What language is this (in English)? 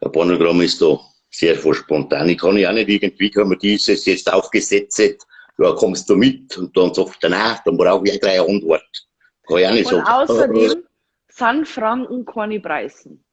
Bavarian